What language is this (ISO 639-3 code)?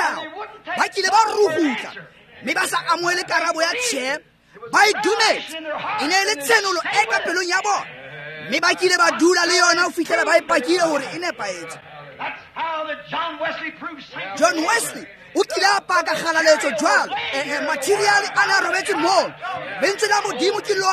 tsn